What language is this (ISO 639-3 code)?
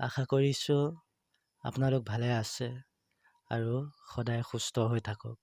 asm